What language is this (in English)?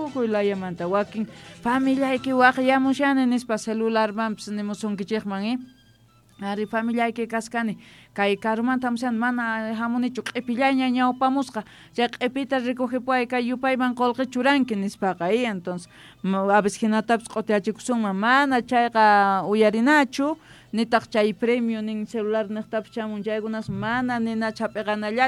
South Bolivian Quechua